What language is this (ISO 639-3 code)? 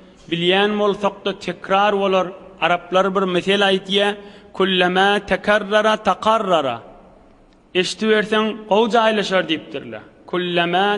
tuk